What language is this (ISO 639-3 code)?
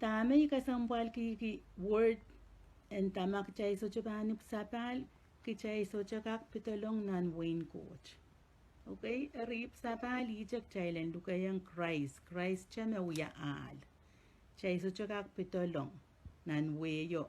pon